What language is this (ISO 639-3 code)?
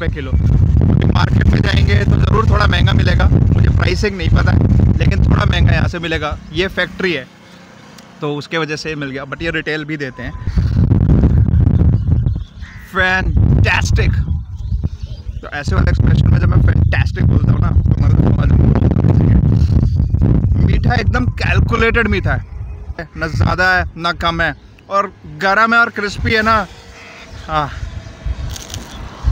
hin